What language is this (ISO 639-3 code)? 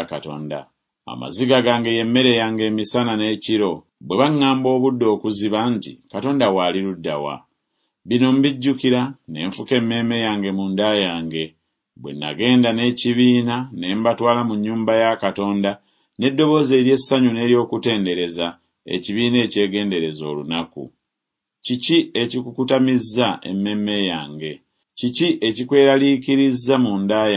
lug